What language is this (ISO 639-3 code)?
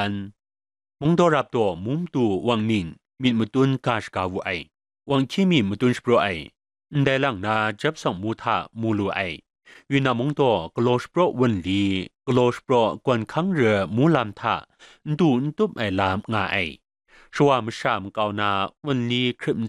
kac